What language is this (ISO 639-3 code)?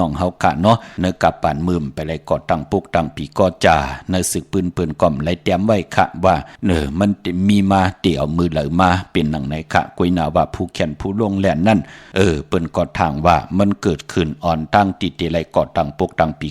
shn